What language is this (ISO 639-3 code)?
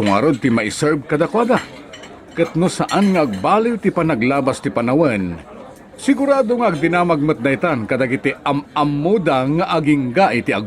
ilo